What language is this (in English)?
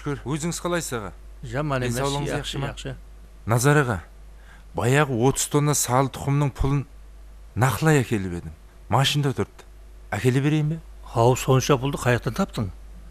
Kara-Kalpak